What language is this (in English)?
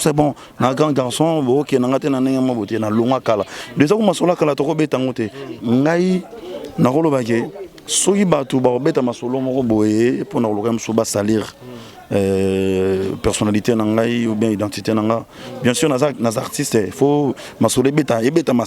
Lingala